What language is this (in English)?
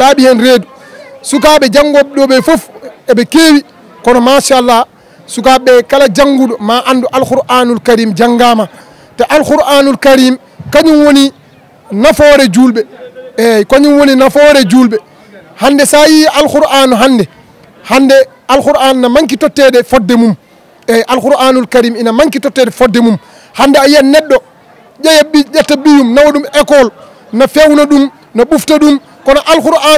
Fula